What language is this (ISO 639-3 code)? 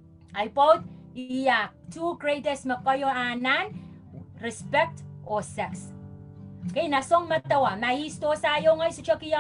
pon